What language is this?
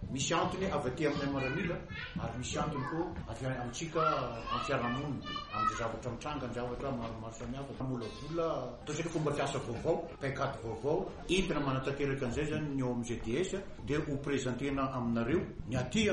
Malagasy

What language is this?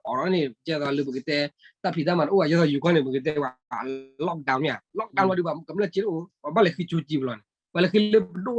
S'gaw Karen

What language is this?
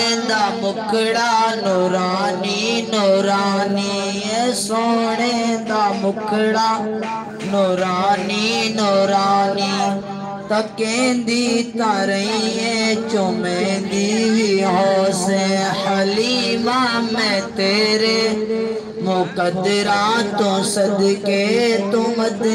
Saraiki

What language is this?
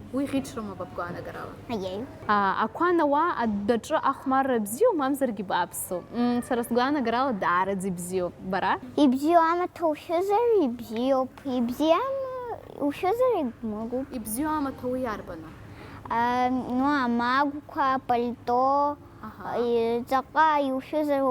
Abkhazian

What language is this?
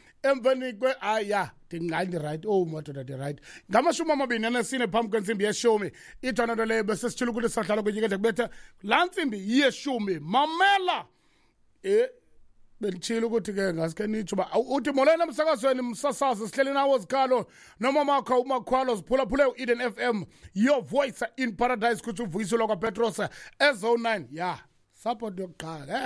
Xhosa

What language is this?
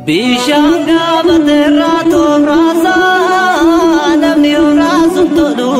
Oromo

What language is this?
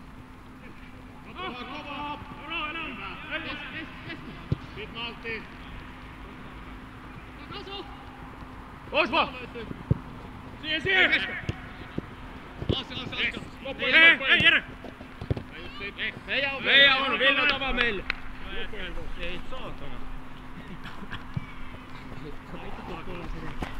Finnish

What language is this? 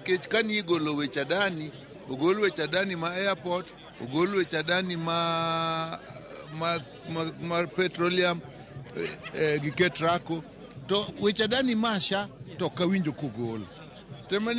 Luo (Kenya and Tanzania)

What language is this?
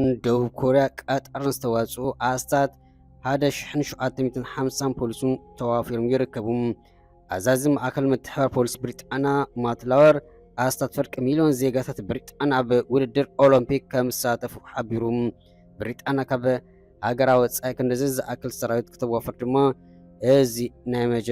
Tigrinya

